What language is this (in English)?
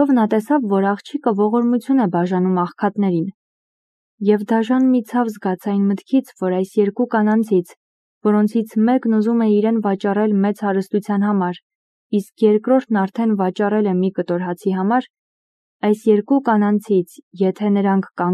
Armenian